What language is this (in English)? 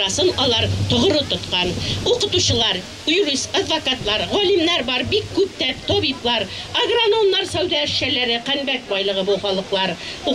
Bashkir